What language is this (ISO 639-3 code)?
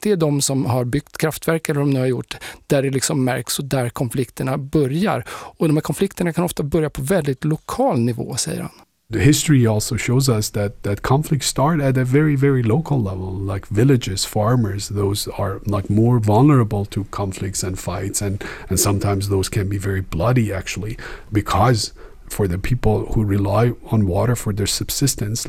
swe